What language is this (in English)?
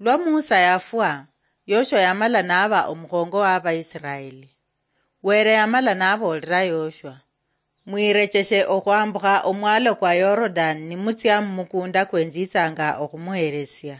Luyia